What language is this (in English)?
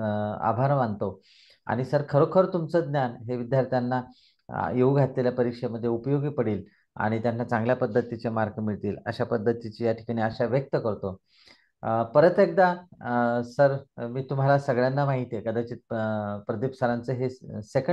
Marathi